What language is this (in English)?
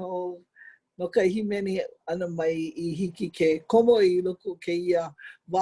Hawaiian